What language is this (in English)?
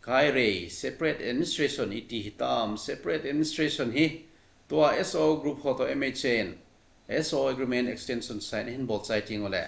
Thado Chin